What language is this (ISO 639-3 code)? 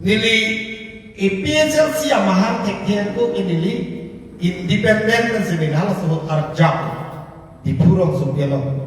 mjw